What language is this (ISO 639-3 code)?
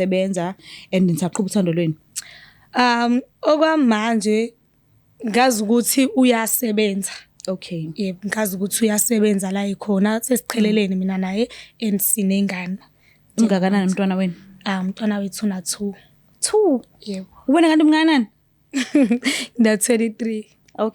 zul